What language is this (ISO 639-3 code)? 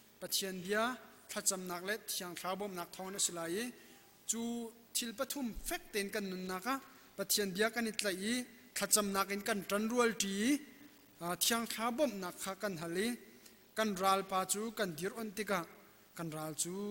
cnh